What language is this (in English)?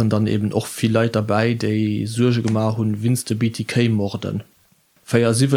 Luxembourgish